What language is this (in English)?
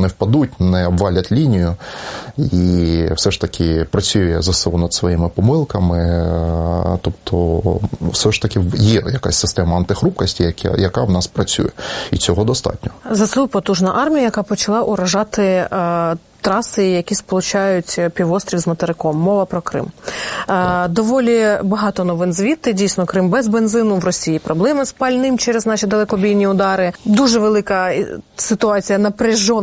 Ukrainian